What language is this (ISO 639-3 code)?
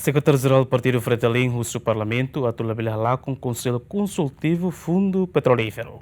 tet